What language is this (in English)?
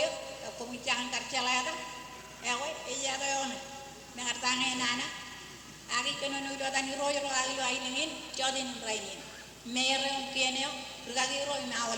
Marshallese